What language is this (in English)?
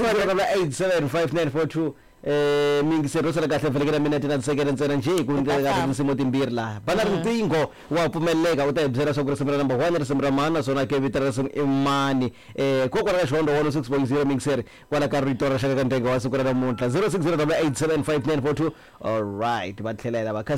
Tsonga